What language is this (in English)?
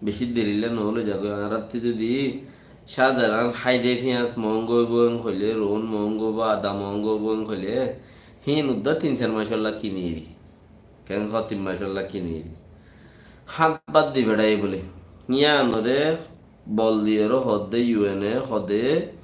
Rohingya